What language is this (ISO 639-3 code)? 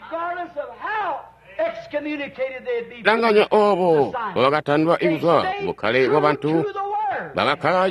toi